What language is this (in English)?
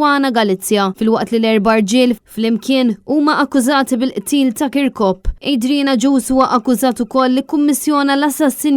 Maltese